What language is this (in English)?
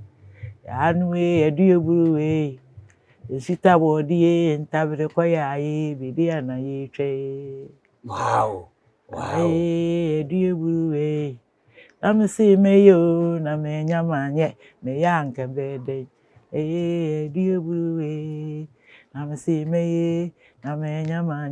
Akan